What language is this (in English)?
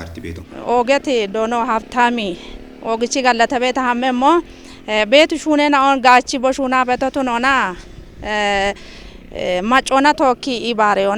Kafa